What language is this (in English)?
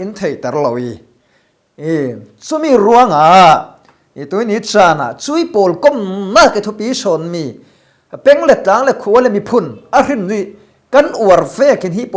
Falam Chin